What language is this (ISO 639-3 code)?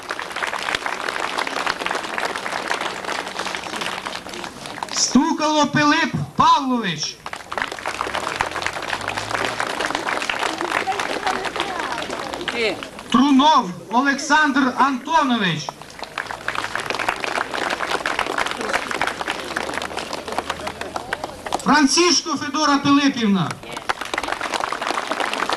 ukr